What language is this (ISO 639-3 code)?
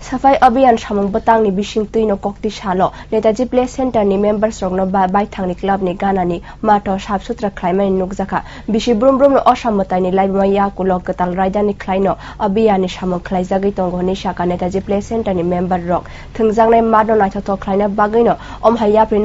trp